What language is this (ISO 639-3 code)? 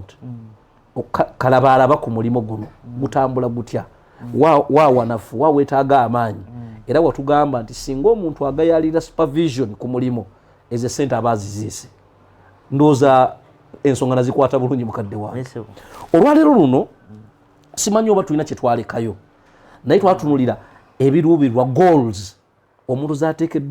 lug